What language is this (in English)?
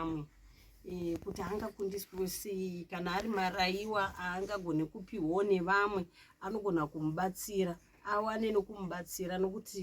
Shona